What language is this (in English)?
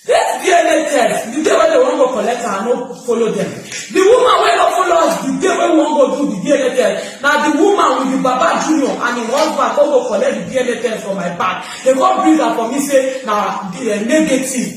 Nigerian Pidgin